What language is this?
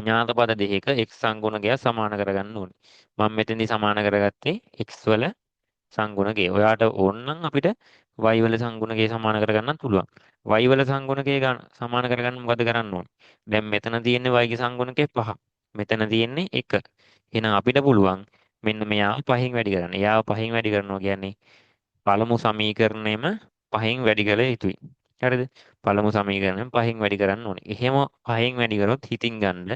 Sinhala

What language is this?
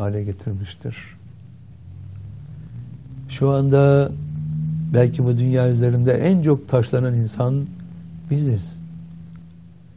Turkish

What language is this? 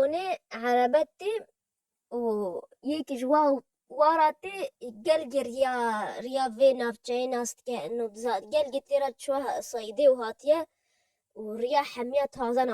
Kurdish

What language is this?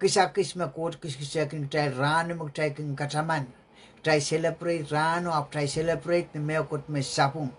Pohnpeian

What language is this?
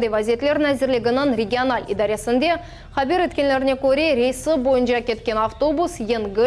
Crimean Tatar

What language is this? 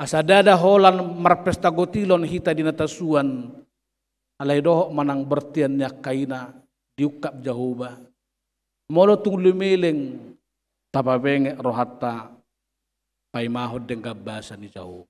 Batak Toba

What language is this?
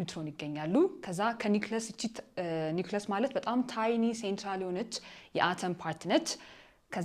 Amharic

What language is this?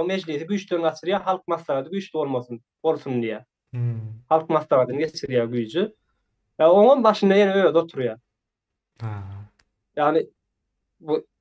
Turkmen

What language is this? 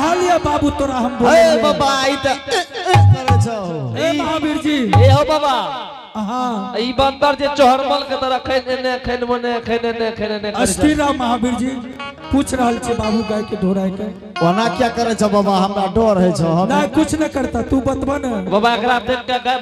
Angika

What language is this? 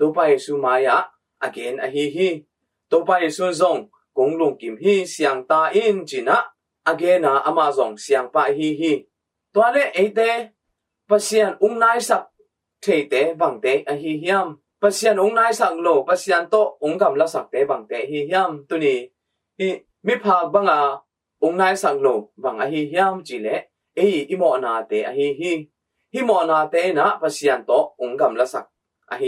Tedim Chin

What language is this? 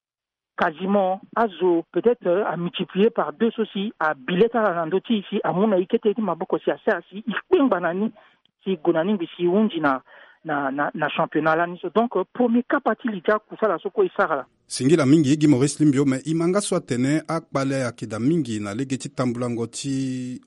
Sango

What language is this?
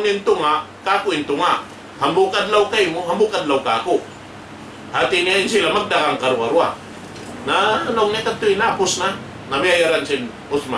Tausug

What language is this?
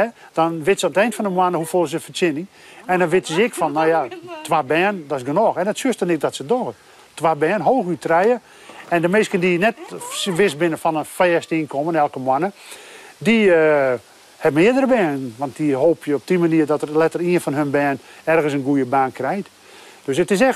Western Frisian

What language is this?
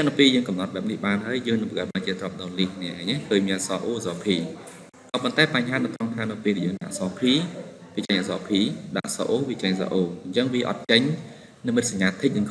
Khmer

